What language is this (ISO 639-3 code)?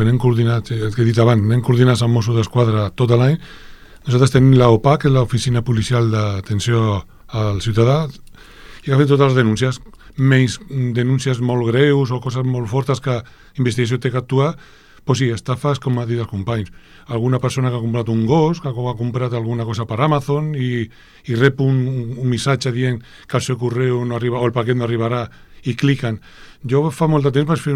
cat